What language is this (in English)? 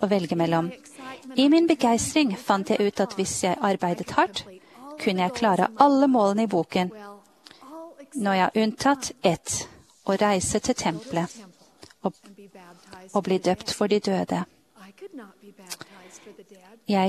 Norwegian